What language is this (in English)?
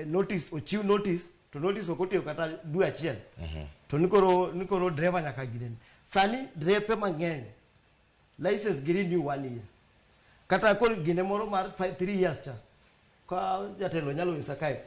Luo (Kenya and Tanzania)